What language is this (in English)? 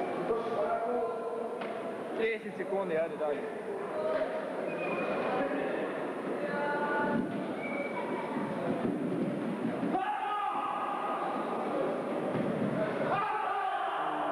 Croatian